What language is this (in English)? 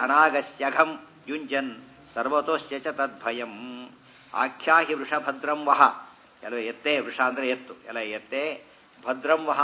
Kannada